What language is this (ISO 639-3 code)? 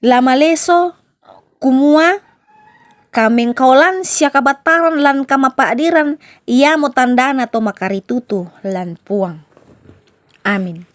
sda